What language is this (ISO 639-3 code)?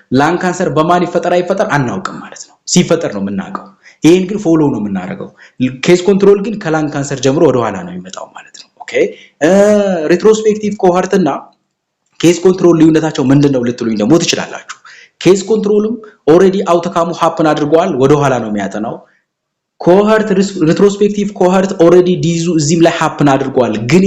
amh